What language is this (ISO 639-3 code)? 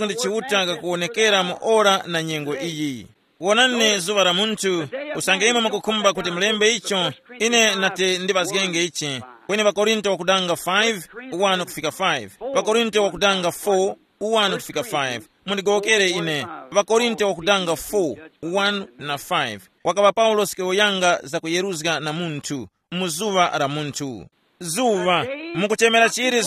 tum